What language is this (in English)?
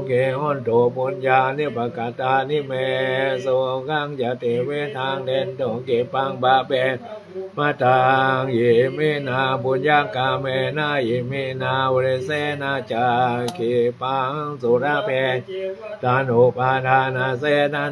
Pali